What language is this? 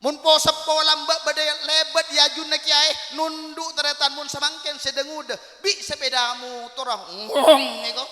Madurese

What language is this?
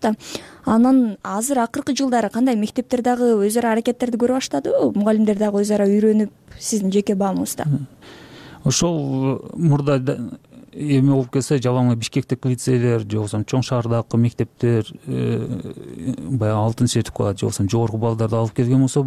Kyrgyz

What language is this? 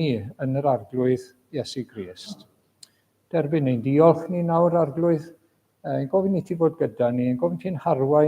Welsh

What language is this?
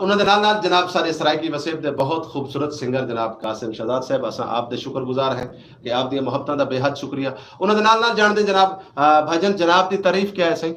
Saraiki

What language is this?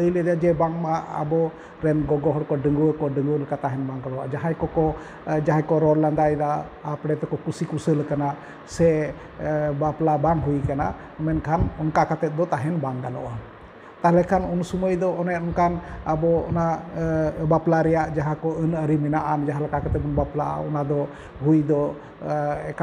Santali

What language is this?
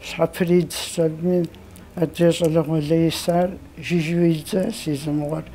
Kabardian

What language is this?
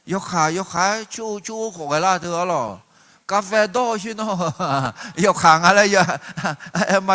Akha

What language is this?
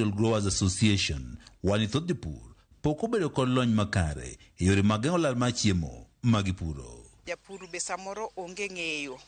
Luo (Kenya and Tanzania)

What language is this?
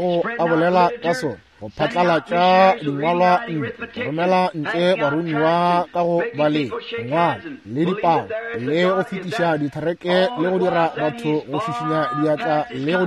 Northern Sotho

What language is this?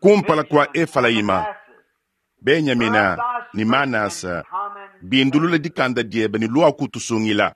Luba-Lulua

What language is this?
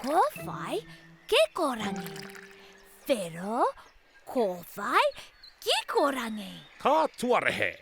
Māori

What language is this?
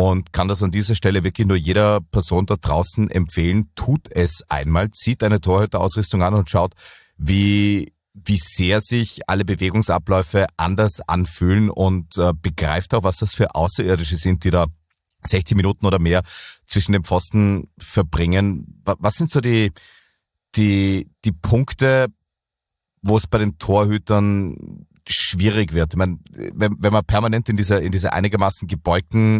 German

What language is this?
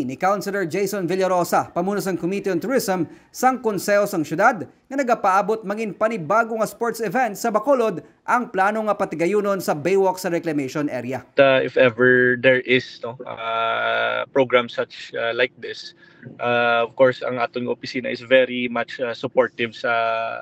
Hiligaynon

